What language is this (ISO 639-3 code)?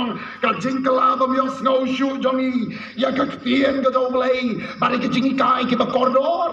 kha